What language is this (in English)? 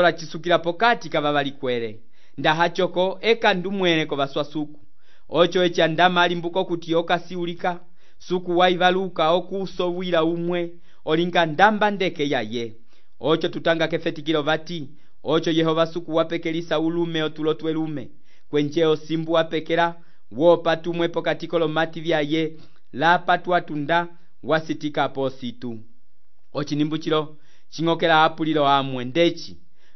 Umbundu